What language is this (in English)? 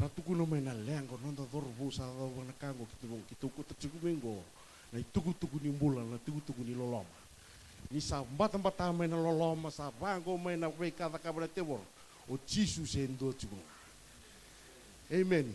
Fijian